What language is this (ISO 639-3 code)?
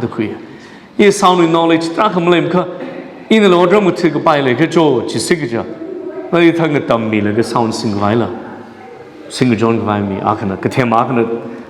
nmf